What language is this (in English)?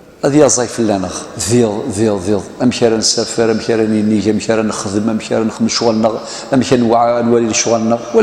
Kabyle